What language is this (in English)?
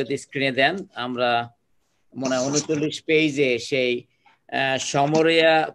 Bangla